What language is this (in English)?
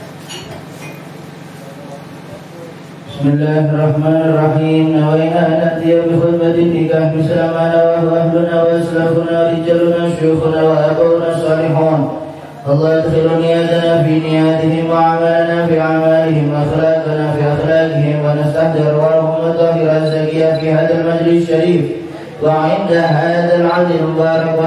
Arabic